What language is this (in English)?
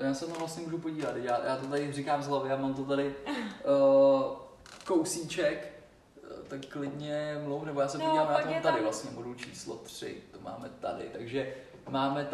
Czech